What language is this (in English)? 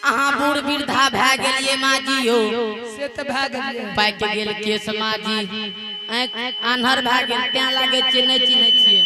Angika